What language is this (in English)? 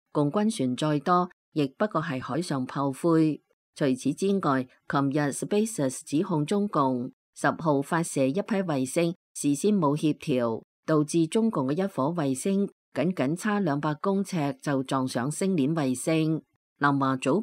Cantonese